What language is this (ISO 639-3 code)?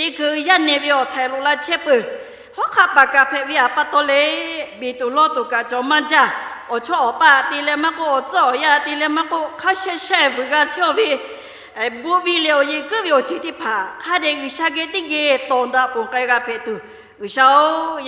lhu